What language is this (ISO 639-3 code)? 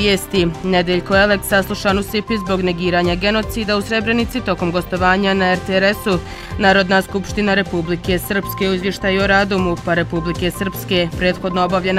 bos